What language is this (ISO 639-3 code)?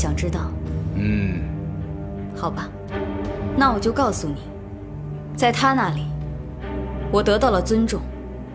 zho